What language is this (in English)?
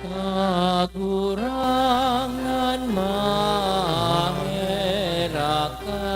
Bikol